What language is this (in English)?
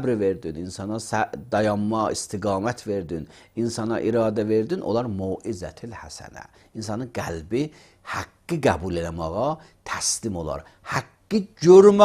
Azerbaijani